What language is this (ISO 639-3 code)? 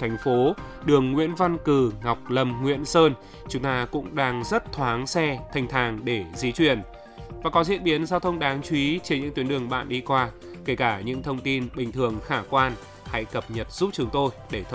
vie